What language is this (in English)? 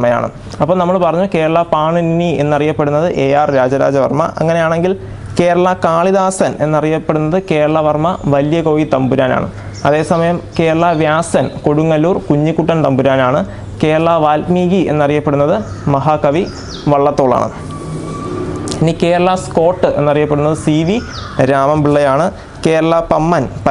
Malayalam